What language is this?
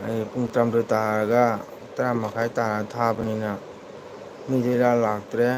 Manipuri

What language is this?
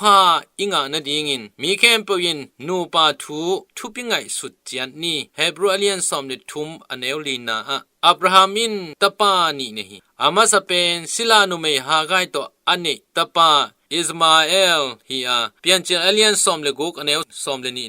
Tedim Chin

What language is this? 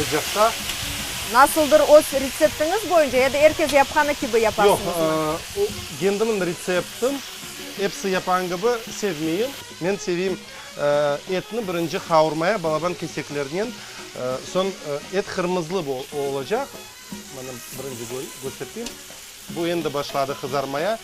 Crimean Tatar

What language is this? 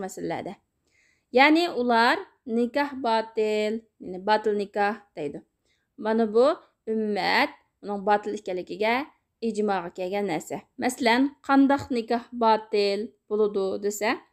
Uyghur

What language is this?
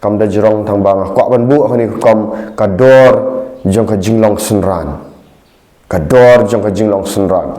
Khasi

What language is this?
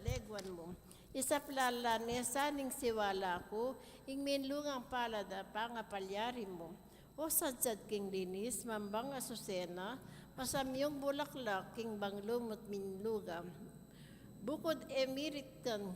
Pampanga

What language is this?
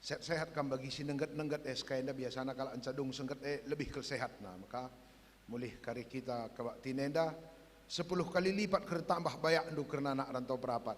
Batak Karo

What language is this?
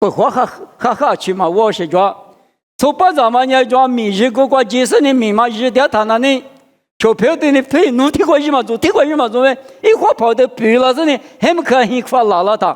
Lisu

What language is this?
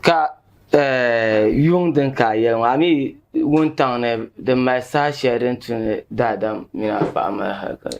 Dagbani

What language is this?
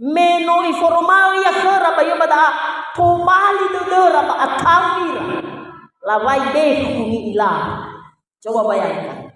Nias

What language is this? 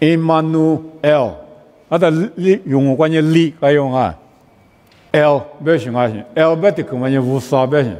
Lisu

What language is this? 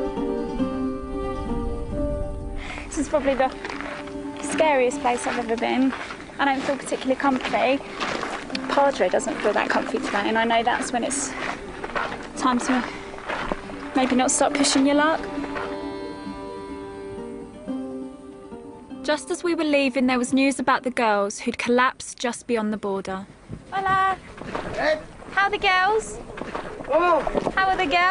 English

